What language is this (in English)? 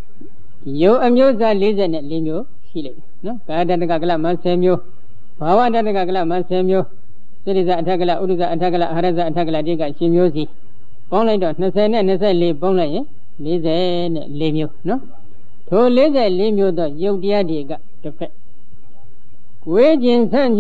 Burmese